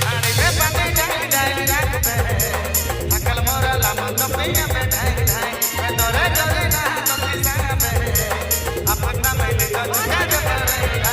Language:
Sadri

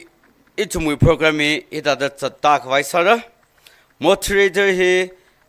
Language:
Tangkhul Naga (India)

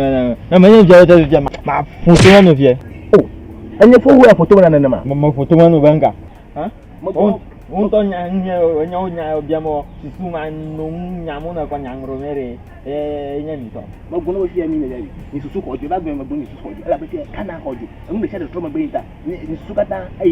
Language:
Ewe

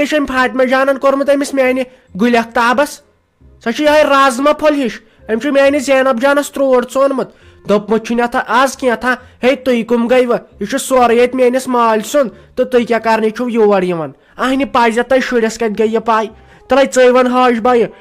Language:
Kashmiri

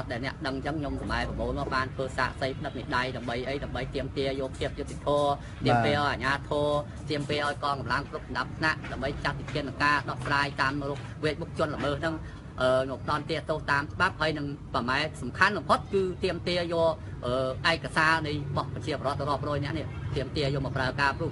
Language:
Khmer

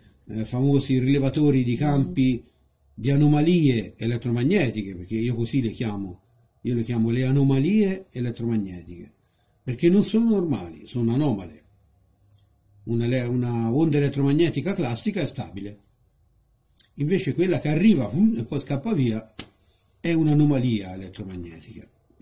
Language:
Italian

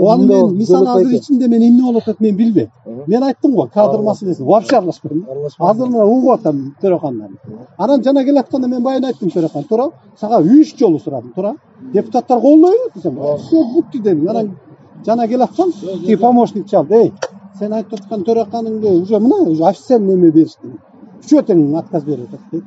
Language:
Kyrgyz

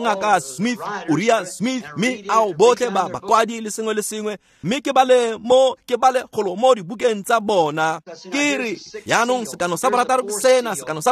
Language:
Tswana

